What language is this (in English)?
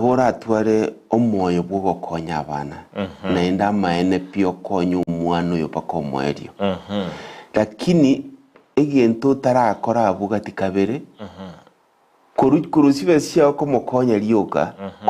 Gusii